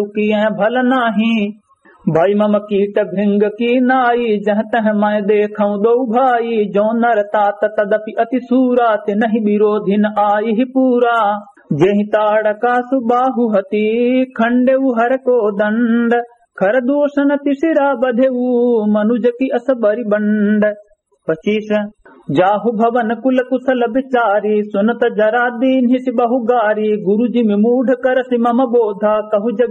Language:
Awadhi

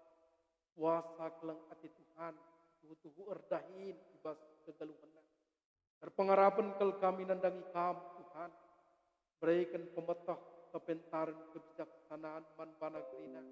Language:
Batak Karo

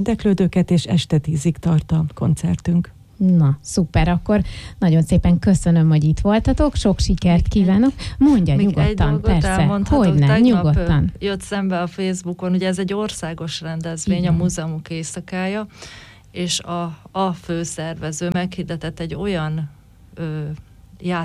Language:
Hungarian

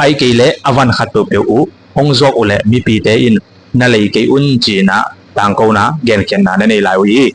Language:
Tedim Chin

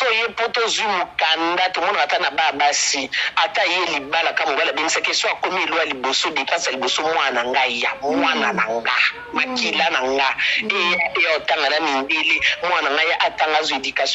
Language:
Lingala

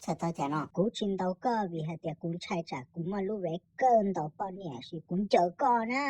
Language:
Hmong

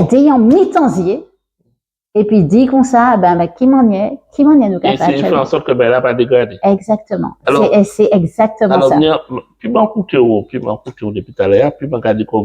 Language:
Guadeloupean Creole French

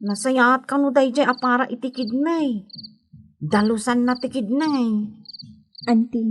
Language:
Iloko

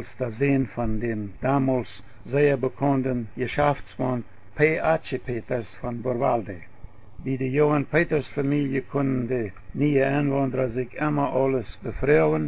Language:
Plautdietsch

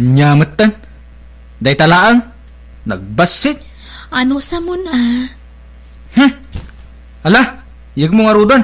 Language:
Iloko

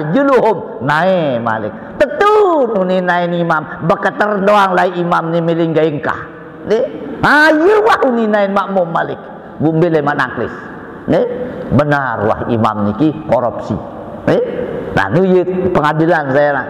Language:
Sasak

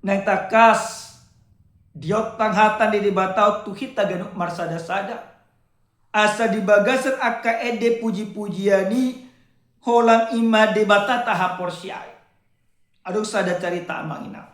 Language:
Batak Toba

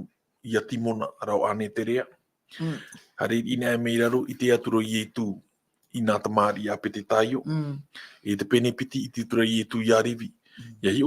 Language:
Tahitian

